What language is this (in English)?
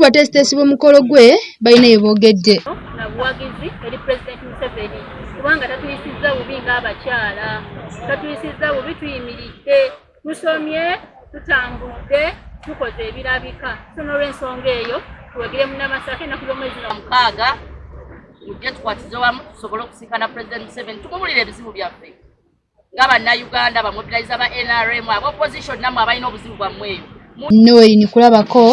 Ganda